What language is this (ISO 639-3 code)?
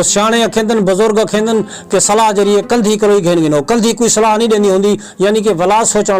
skr